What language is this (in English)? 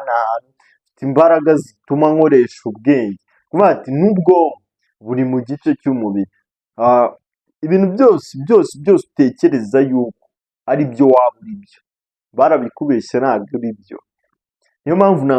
Kinyarwanda